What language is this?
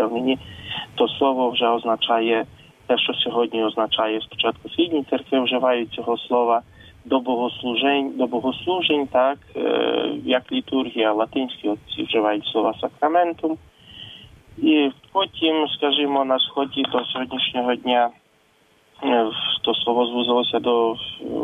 Ukrainian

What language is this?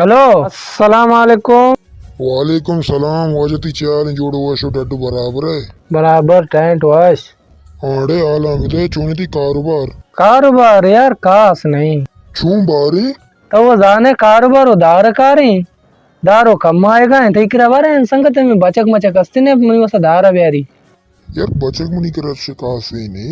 Baluchi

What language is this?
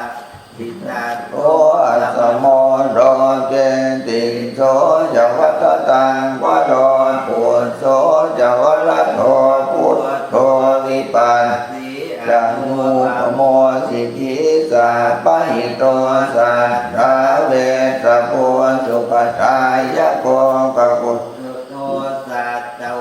Pali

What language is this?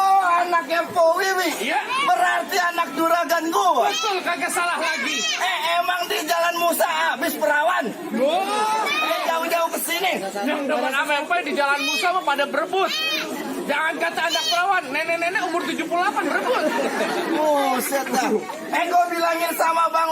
Betawi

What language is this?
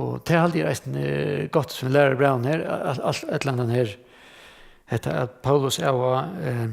Faroese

